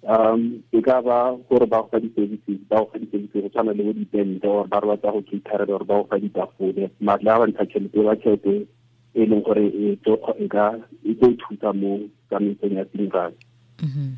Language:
Tswana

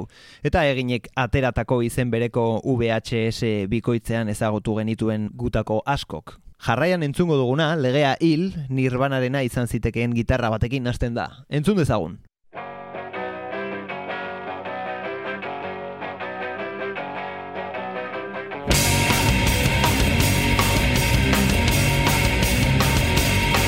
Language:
Basque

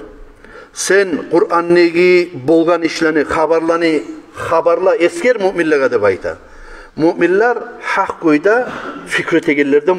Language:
Kumyk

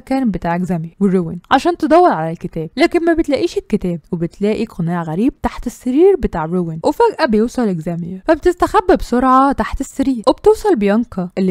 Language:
Egyptian Arabic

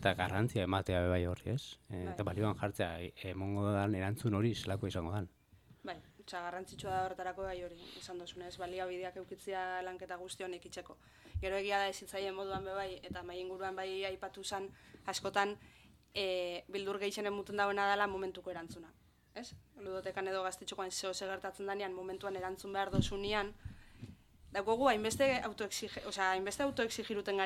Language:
Basque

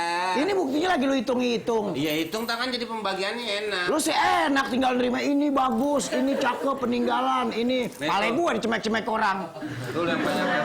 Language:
Betawi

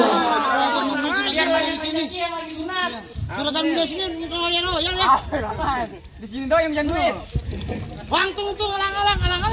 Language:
Betawi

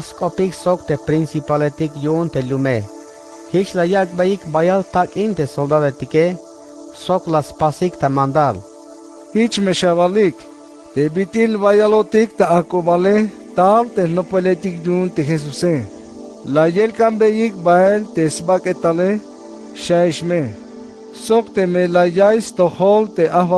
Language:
Tzeltal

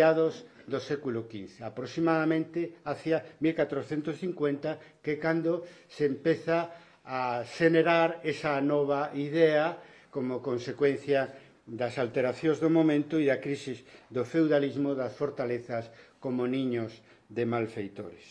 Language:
Galician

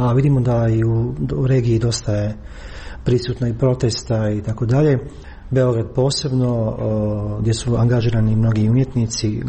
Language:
Croatian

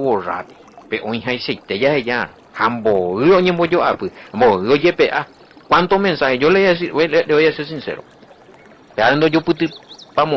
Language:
Guarani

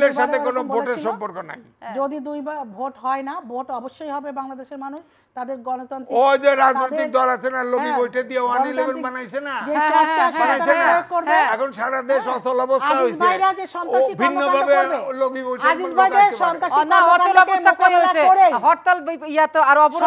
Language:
Bangla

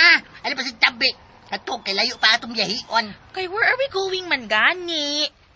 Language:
Cebuano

